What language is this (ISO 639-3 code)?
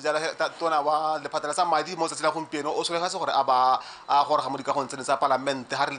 tsn